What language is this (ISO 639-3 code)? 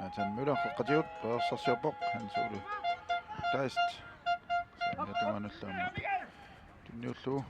kal